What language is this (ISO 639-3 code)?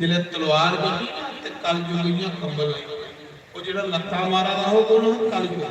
doi